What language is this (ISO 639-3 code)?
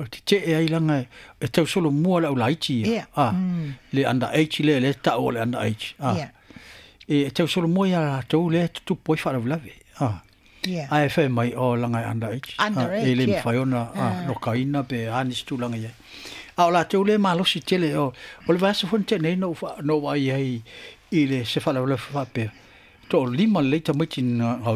smo